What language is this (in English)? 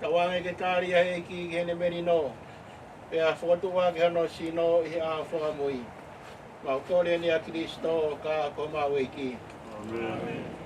Tongan